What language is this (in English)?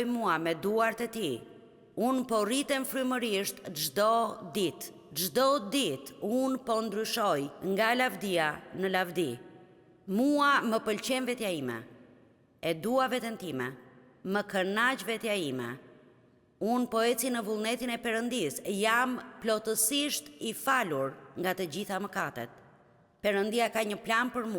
Albanian